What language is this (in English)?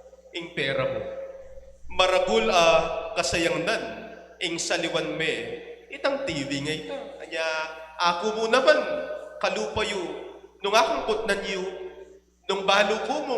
Pampanga